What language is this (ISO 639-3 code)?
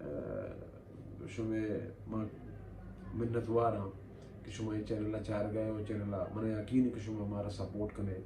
bal